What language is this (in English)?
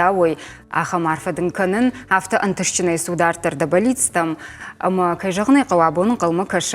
Ossetic